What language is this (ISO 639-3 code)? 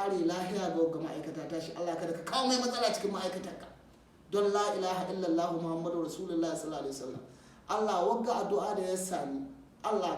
hau